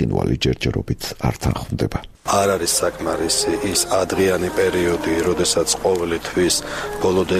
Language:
Georgian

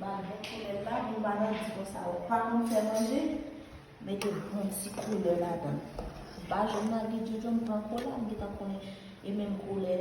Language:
Haitian Creole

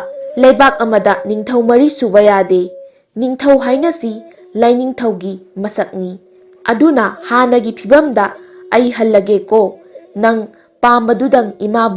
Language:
Manipuri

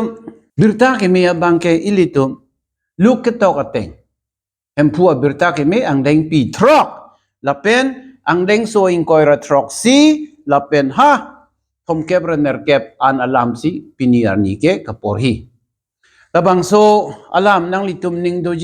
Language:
Karbi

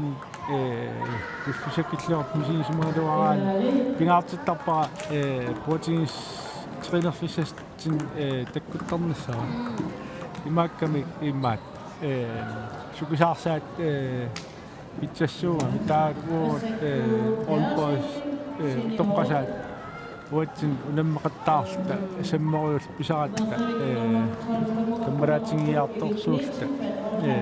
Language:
Kalaallisut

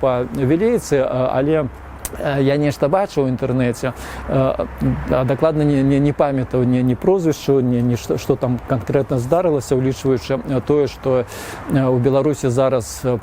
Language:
Belarusian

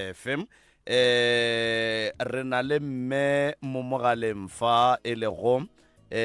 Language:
Northern Sotho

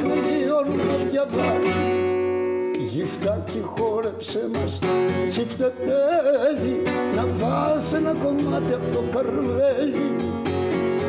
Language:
Greek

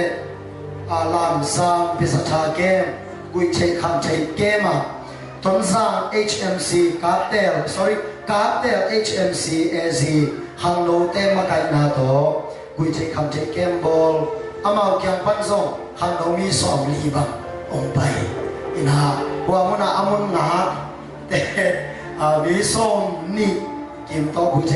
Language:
Tedim Chin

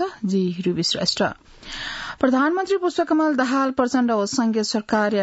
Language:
Newari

